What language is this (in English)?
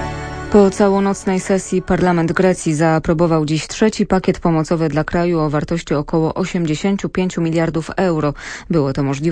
Polish